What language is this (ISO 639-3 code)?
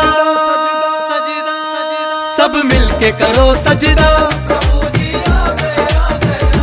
hin